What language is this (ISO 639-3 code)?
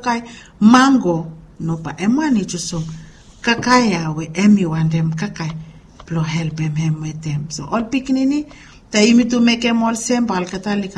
bis